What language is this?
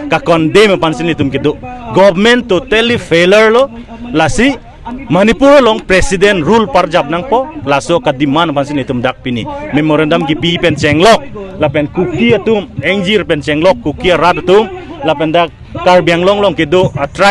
Karbi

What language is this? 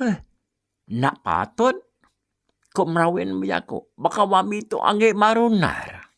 Iban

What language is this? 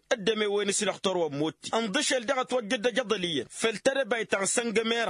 Tamasheq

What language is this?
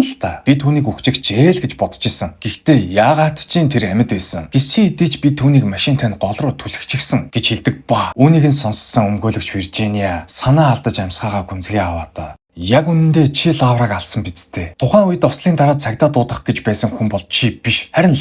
Mongolian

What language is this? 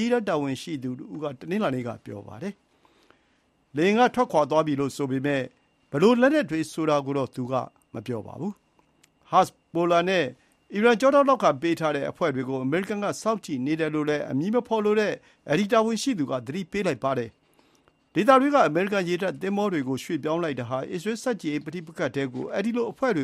Burmese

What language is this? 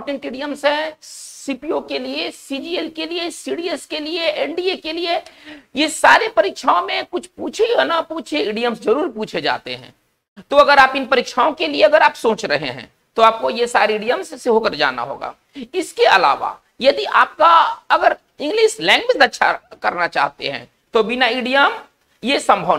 Hindi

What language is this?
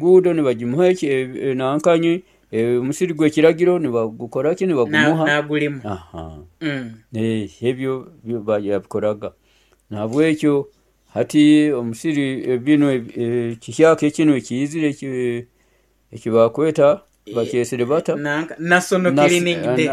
Nyoro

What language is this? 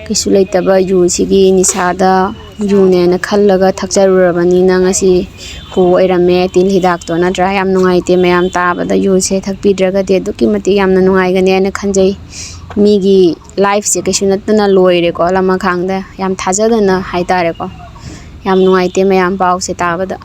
Manipuri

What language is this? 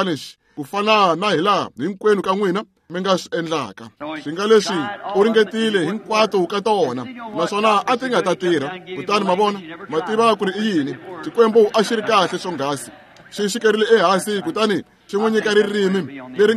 Tsonga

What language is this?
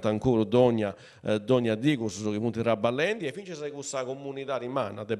Sardinian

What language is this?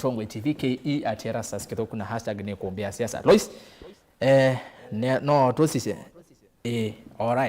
Kamba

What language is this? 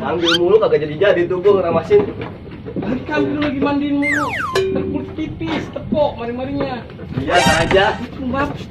Betawi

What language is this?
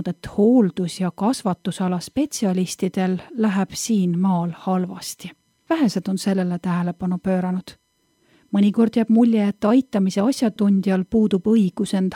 Estonian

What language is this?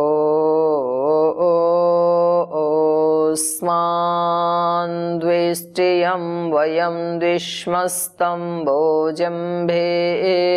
Sanskrit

